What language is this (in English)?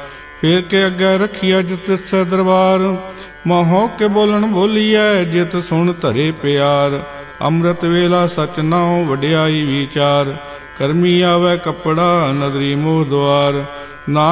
Punjabi